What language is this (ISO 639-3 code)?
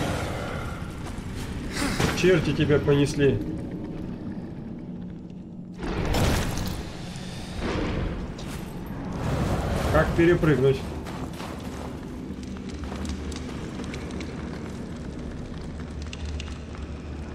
rus